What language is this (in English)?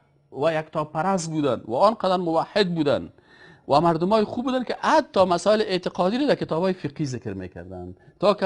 Persian